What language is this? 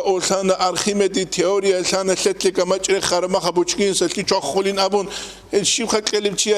Avaric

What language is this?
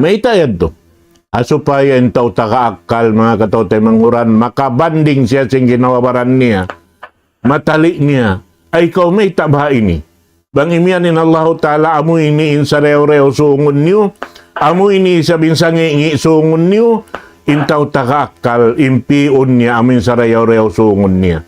Tausug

